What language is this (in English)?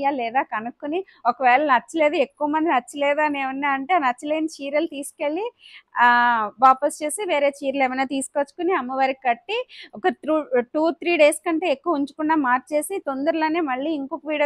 Telugu